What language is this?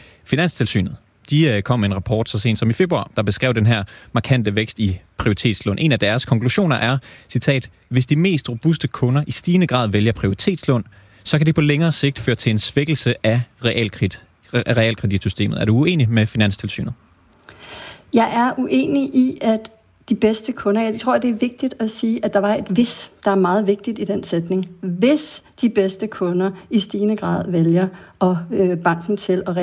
Danish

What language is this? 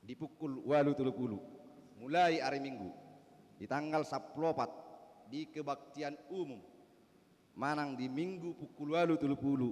Batak Toba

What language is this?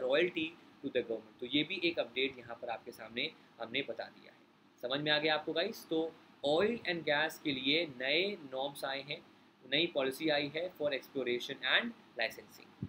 Hindi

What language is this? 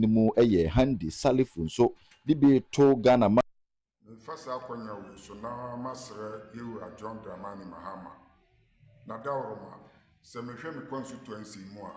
Akan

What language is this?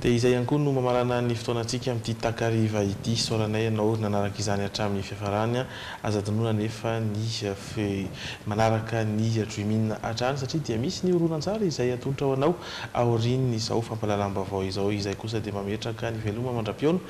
Malagasy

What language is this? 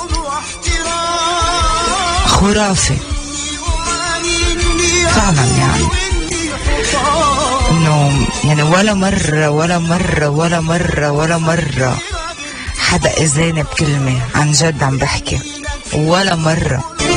North Levantine Arabic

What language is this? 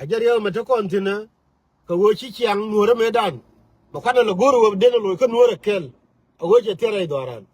Nuer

